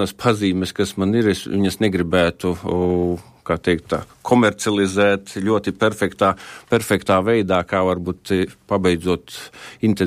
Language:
Latvian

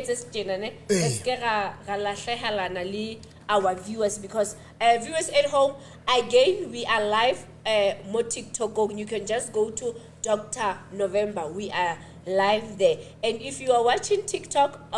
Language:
Southern Sotho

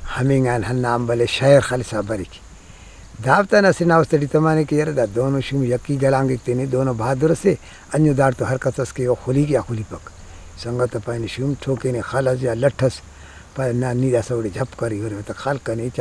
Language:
Brahui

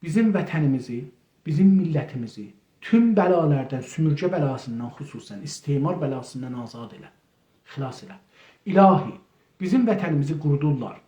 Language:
South Azerbaijani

